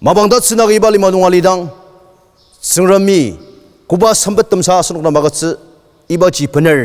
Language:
Ao Naga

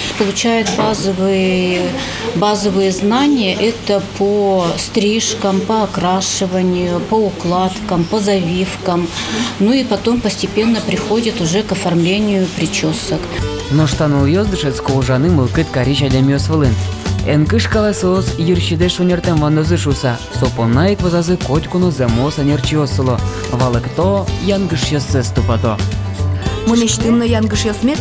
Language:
Udmurt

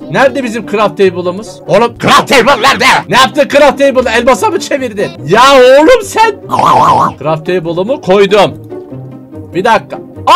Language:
Turkish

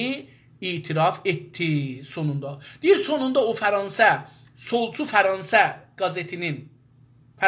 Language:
South Azerbaijani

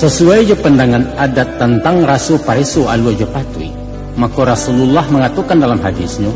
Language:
Minangkabau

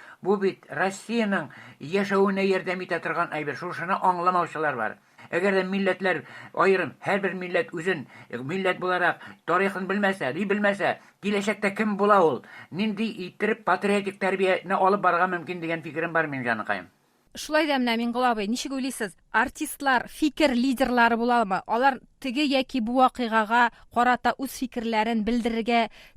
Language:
Tatar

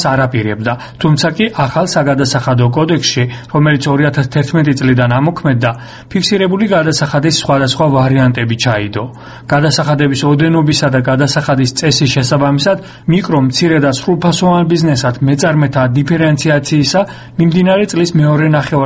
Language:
Georgian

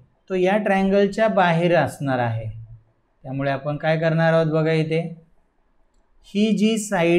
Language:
Marathi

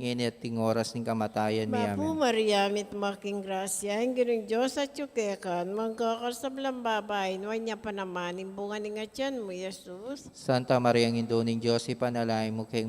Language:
Pampanga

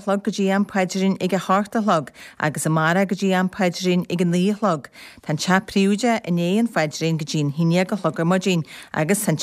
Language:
Irish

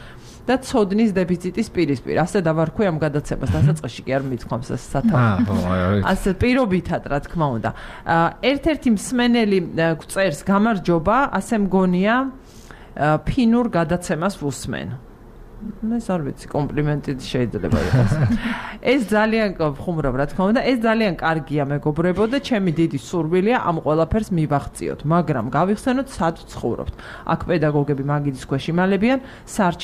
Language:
Georgian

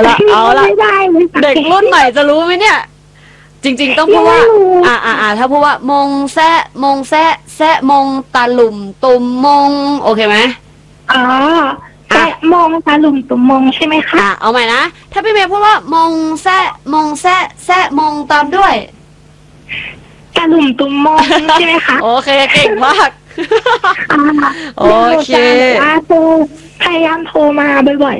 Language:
Thai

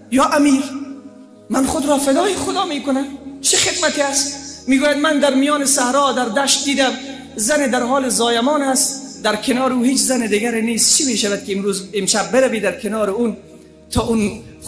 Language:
Persian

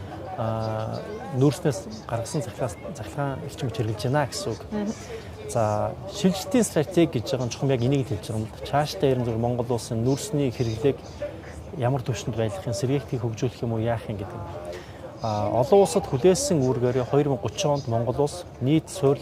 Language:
Mongolian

